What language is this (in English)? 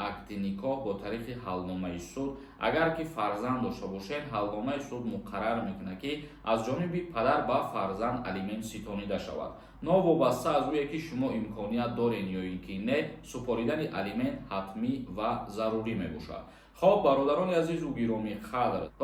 Tajik